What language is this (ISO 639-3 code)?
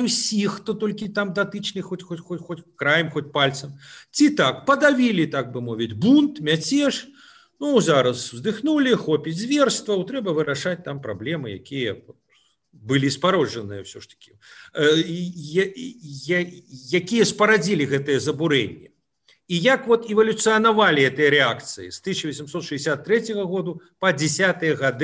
bel